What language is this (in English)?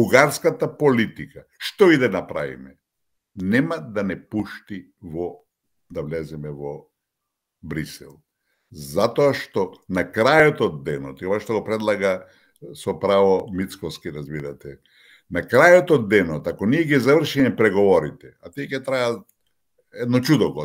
Macedonian